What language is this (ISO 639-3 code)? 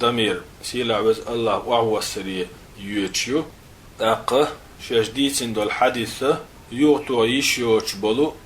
che